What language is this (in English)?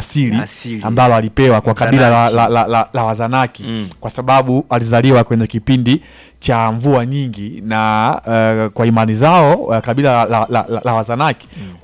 Swahili